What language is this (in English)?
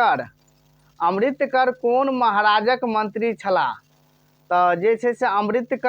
Maithili